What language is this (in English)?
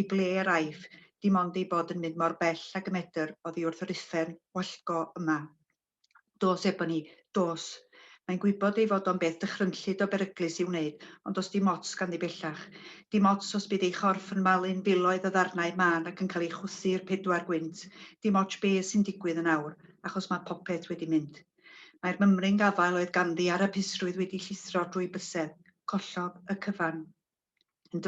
Welsh